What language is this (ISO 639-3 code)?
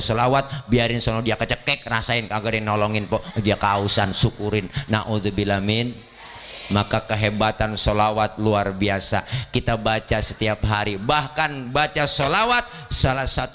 bew